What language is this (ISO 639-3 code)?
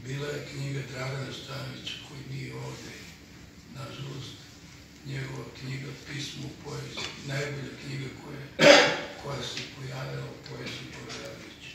srp